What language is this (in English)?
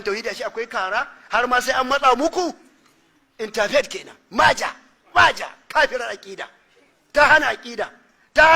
Hausa